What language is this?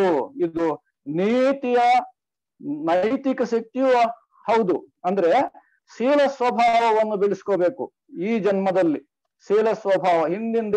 Kannada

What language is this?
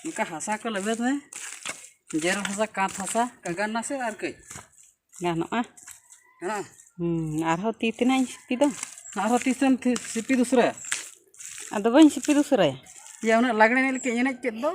Santali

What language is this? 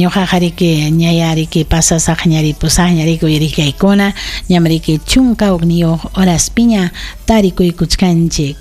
Ayacucho Quechua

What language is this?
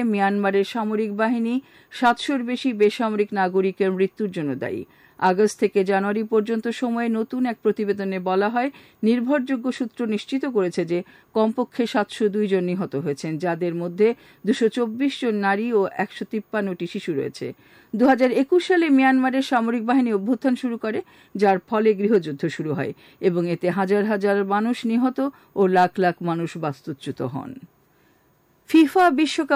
Bangla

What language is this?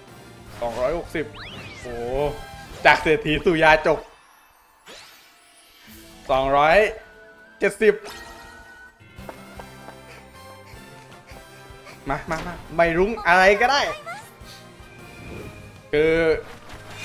Thai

